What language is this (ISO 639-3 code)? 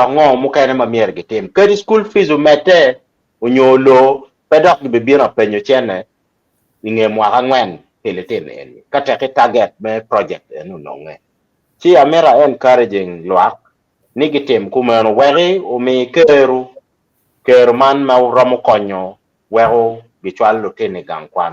ach